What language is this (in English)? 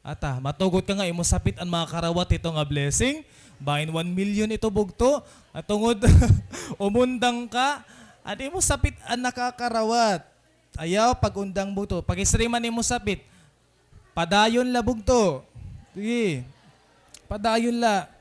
Waray